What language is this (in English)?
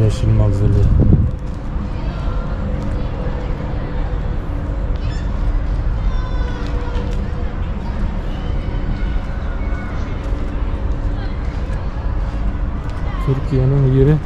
Bashkir